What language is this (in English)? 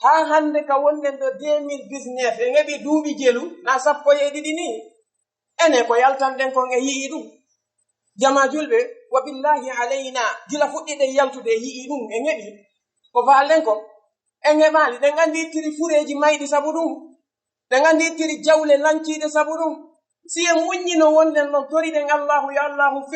Fula